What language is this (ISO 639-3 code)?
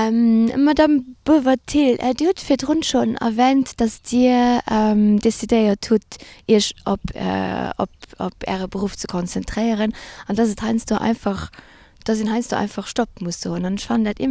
ltz